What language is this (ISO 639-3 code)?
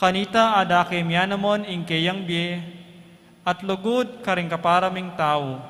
pam